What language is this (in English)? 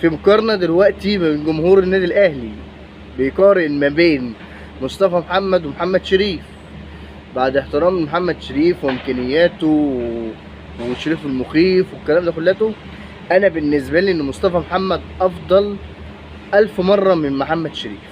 Egyptian Arabic